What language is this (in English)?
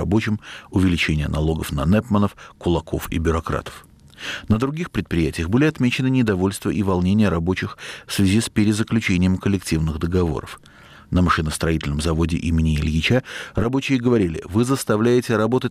Russian